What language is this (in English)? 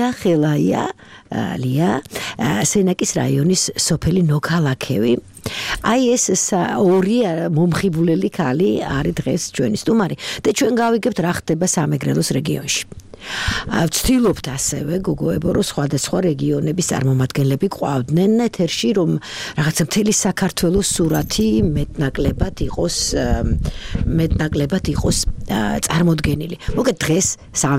Georgian